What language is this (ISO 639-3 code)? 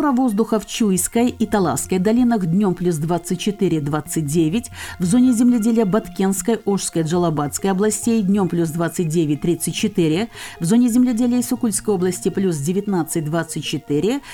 rus